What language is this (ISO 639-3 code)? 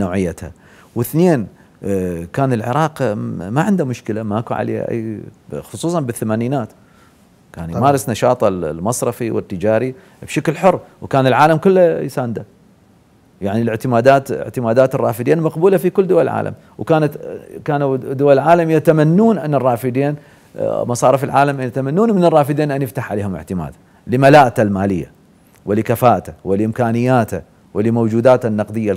acm